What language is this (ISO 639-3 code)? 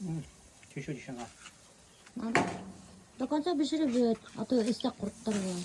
bak